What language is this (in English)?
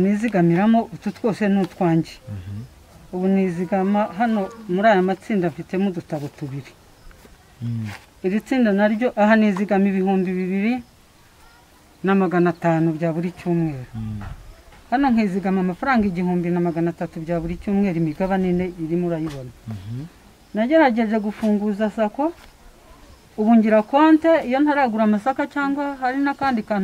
Kinyarwanda